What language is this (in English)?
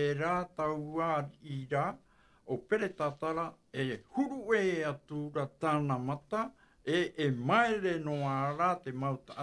Tahitian